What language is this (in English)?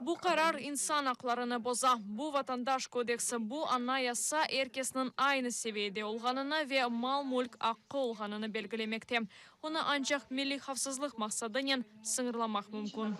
Crimean Tatar